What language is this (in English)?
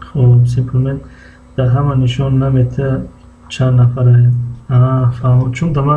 Tajik